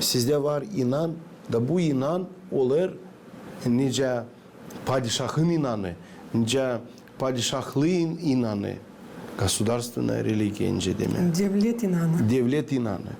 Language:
Gagauz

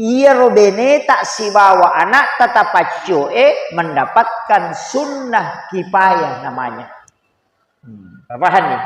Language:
Buginese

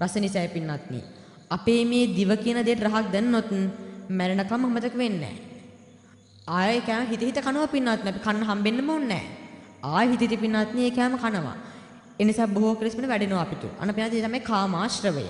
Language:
Sinhala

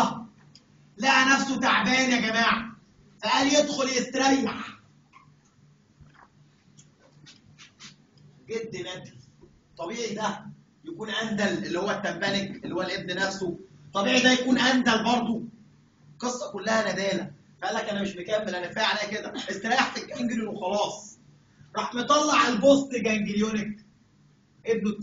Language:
Egyptian Arabic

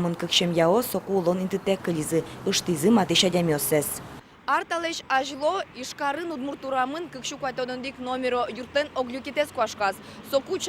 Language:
Udmurt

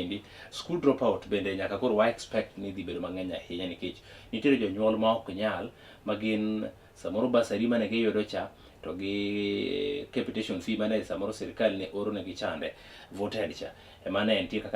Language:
Luo (Kenya and Tanzania)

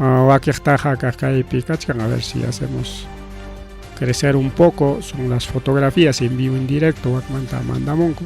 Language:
Ayacucho Quechua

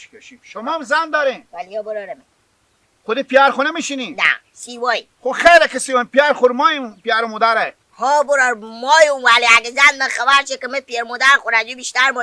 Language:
Hazaragi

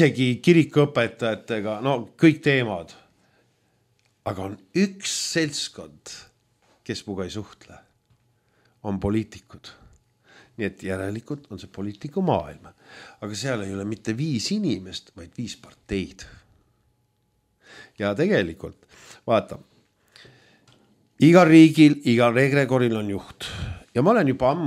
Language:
Estonian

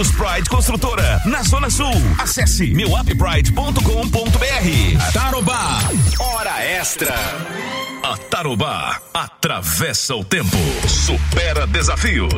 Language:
Portuguese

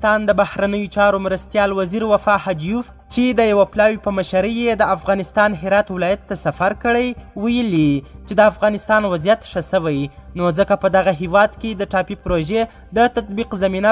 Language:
Pashto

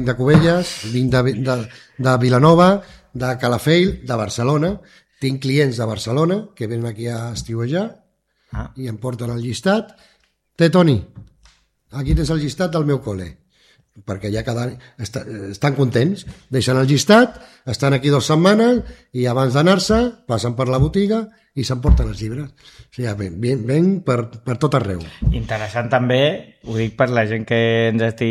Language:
Catalan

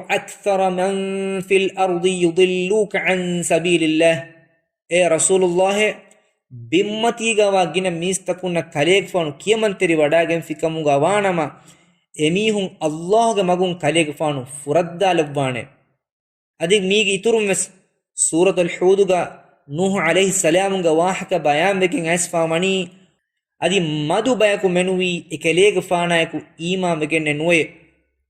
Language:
Divehi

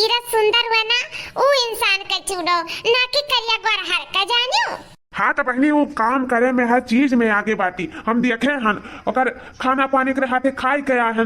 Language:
Awadhi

